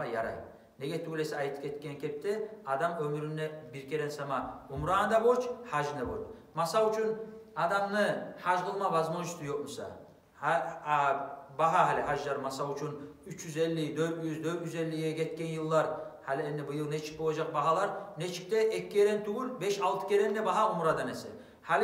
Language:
Kumyk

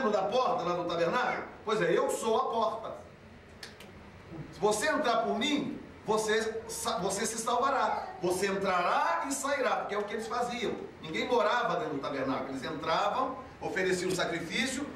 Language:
Portuguese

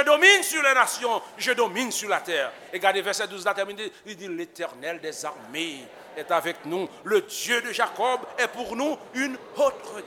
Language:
Haitian Creole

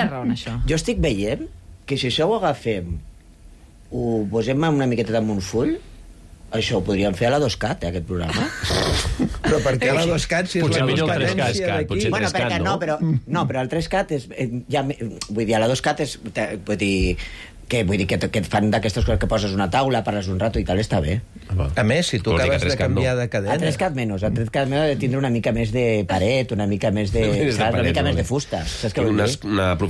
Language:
Catalan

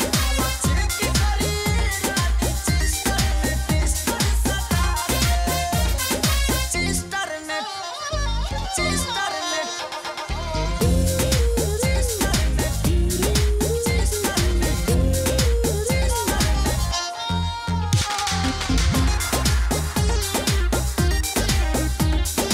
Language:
Bhojpuri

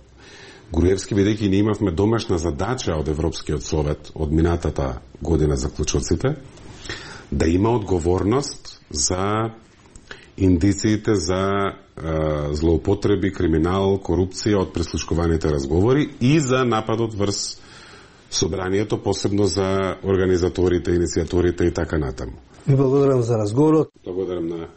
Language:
Macedonian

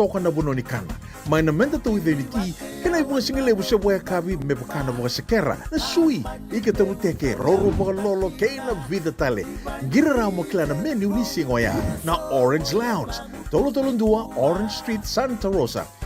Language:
Fijian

